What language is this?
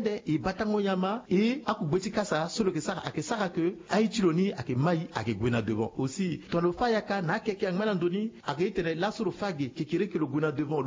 Sango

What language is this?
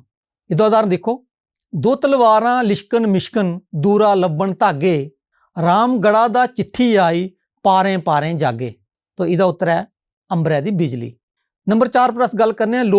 Dogri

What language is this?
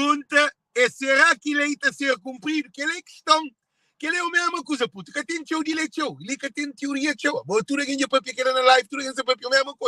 Kabuverdianu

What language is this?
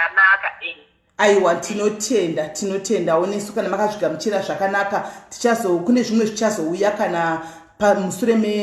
Shona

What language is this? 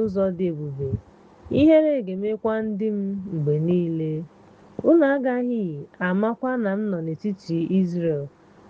Igbo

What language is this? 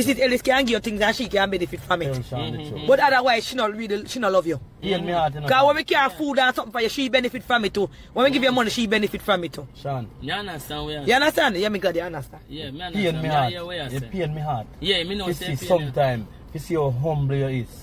Jamaican Creole English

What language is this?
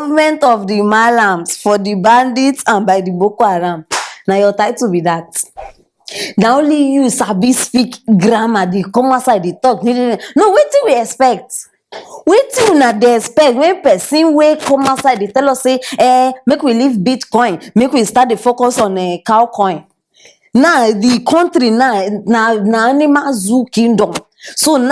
Nigerian Pidgin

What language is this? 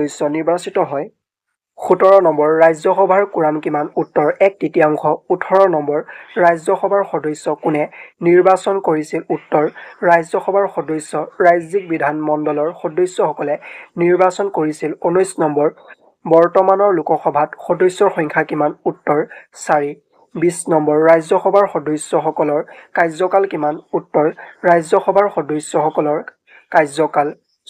Assamese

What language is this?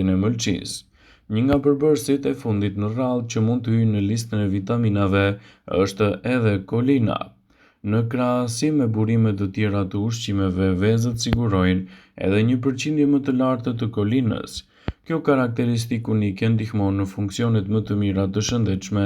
Albanian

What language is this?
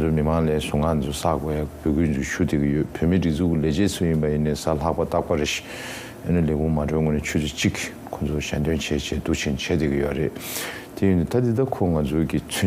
Tibetan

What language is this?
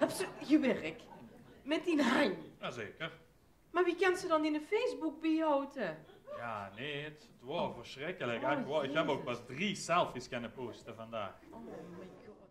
Limburgish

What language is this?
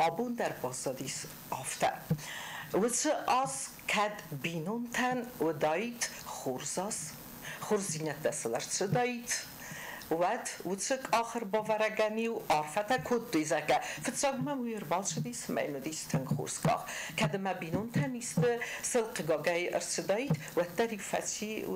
Ossetic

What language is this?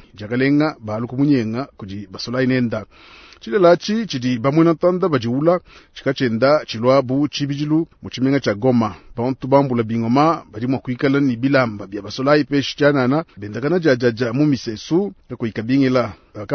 Luba-Lulua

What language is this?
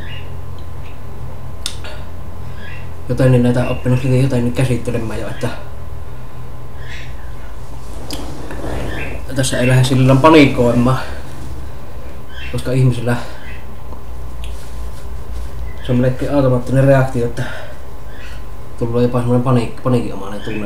Finnish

